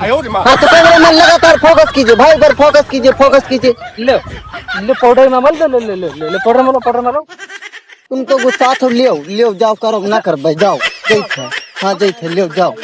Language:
Awadhi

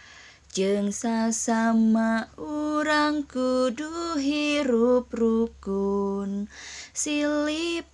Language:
Sundanese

